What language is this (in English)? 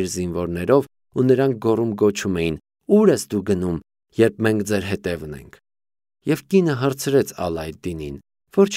Armenian